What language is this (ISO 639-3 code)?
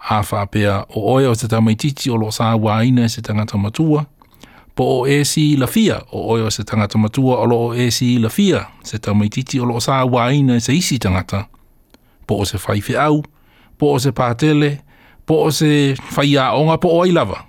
smo